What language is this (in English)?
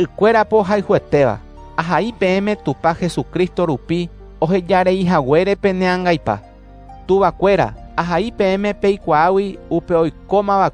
Guarani